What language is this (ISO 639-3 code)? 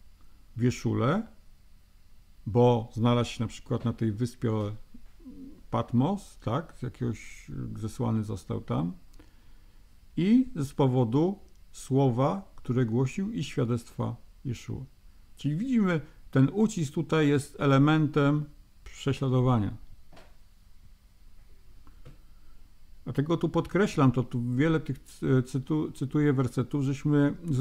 pol